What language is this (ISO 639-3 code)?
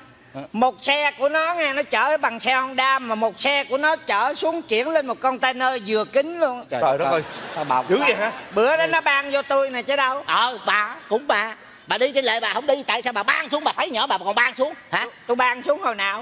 vie